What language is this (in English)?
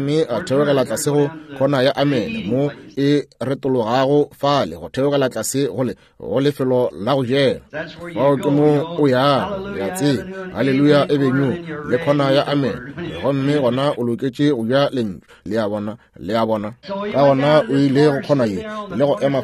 Northern Sotho